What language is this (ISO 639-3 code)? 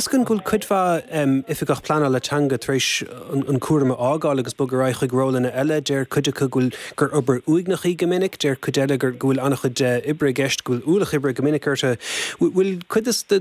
gle